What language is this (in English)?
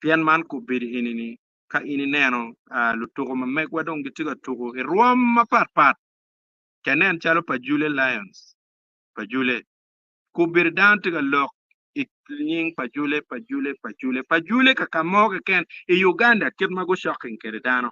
Acoli